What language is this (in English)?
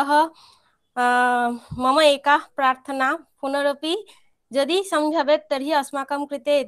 Sanskrit